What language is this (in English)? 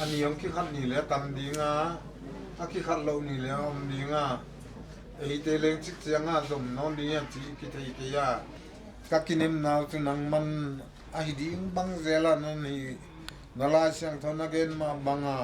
Paite Chin